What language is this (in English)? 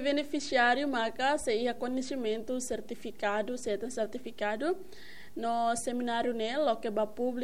Tetum